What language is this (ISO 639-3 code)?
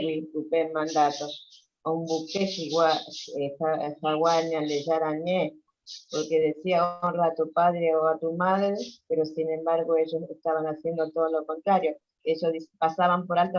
grn